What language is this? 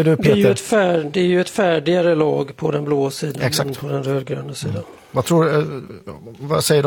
Swedish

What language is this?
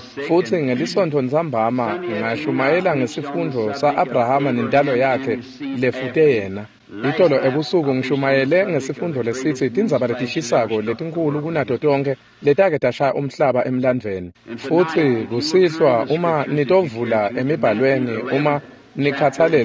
Swati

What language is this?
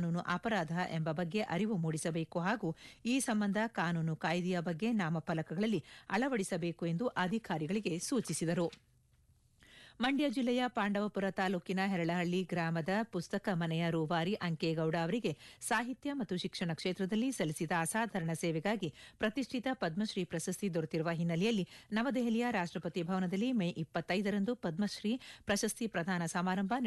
Kannada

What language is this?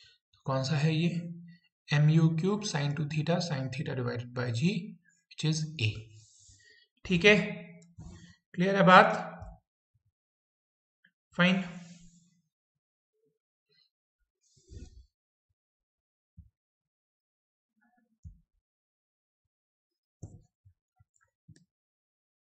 Hindi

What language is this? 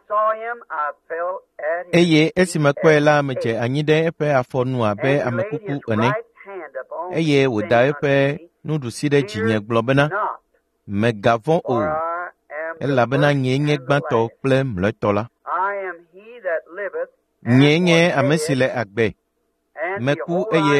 Ewe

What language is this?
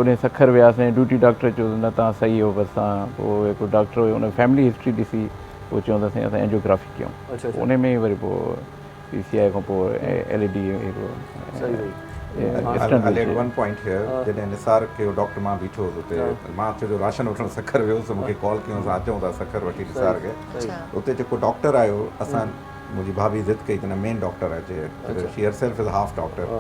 Sindhi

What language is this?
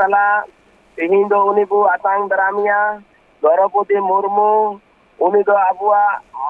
Santali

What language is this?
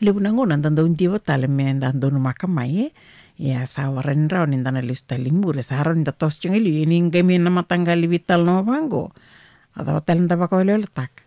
Fijian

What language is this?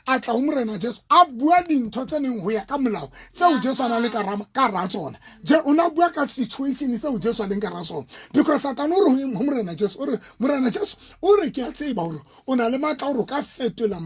Southern Sotho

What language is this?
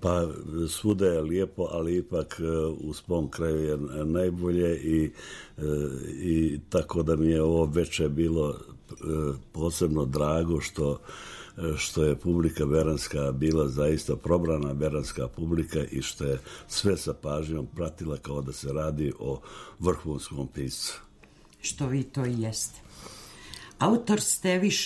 Serbian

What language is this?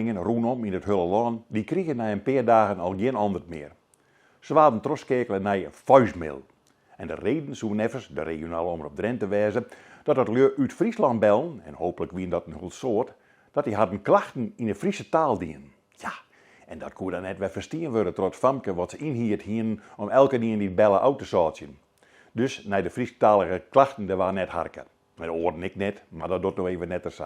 Western Frisian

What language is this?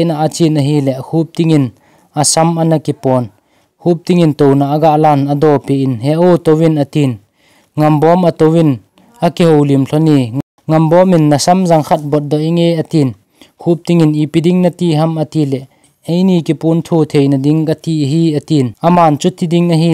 Thado Chin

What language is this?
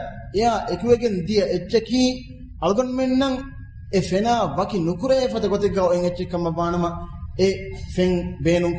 Divehi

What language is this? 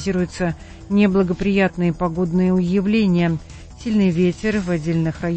Russian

